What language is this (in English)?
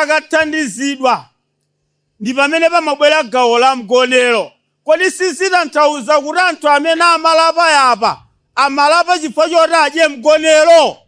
Nyanja